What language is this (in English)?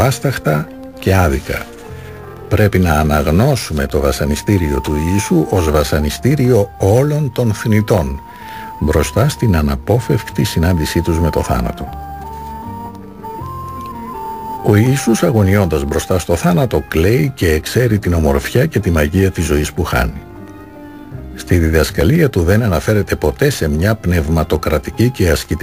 Greek